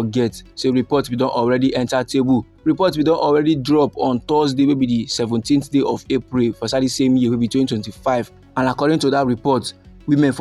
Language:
Nigerian Pidgin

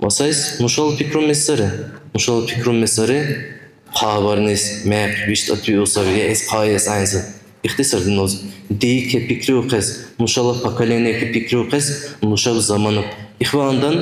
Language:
Dargwa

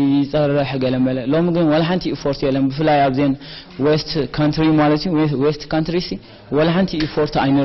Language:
Tigrinya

